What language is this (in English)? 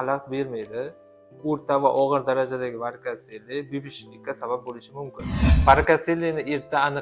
Uzbek